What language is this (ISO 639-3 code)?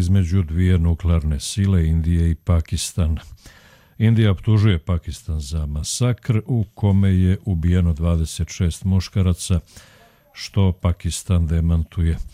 hrv